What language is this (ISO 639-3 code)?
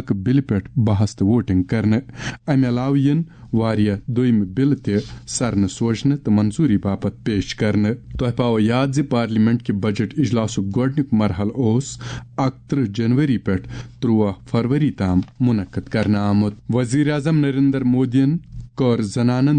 kas